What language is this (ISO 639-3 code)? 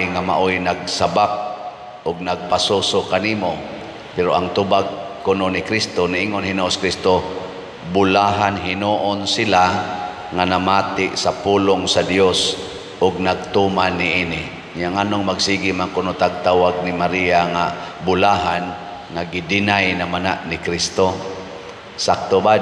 ceb